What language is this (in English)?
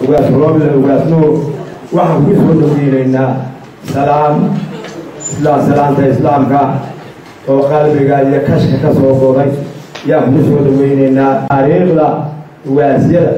Somali